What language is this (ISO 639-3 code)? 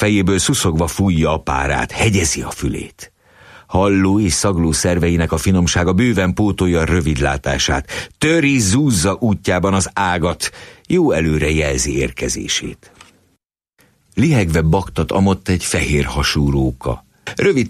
hun